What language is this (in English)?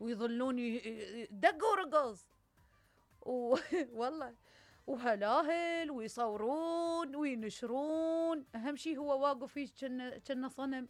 Mesopotamian Arabic